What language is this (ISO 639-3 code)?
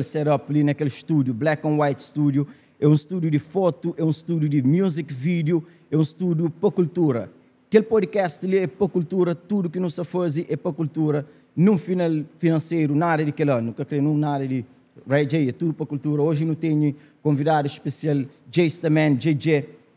kea